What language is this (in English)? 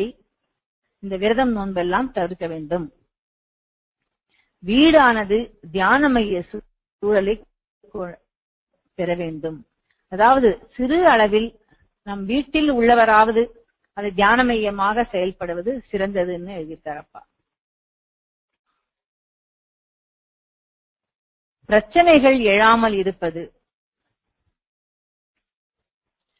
Tamil